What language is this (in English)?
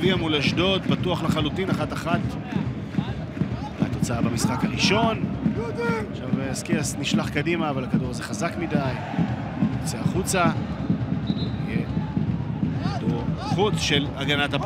Hebrew